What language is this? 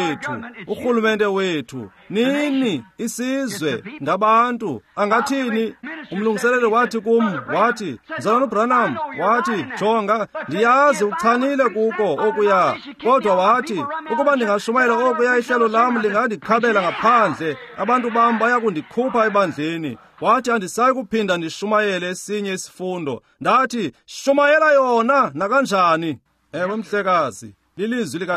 Xhosa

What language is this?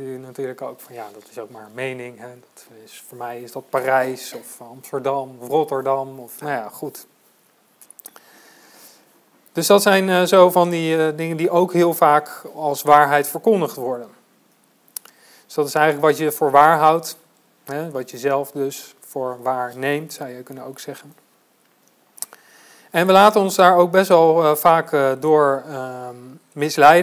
Dutch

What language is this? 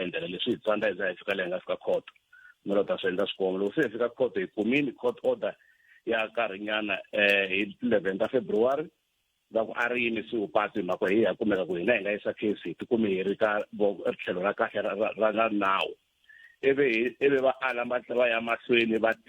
Tsonga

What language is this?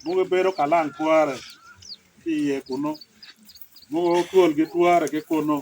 Acoli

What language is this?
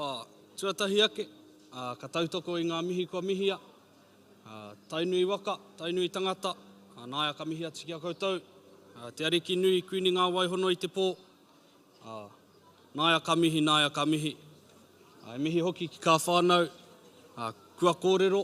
Māori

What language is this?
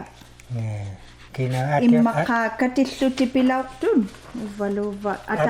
Inuktitut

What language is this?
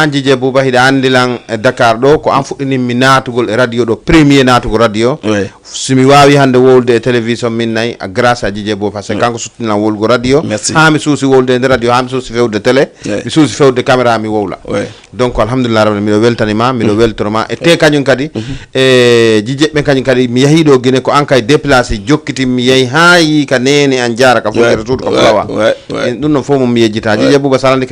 Fula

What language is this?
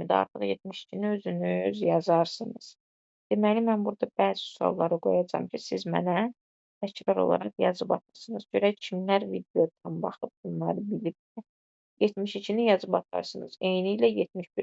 Azerbaijani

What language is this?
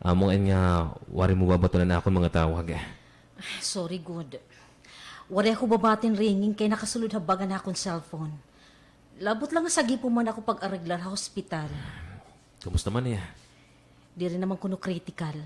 Waray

